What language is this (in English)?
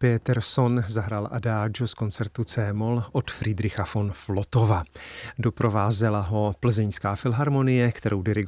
Czech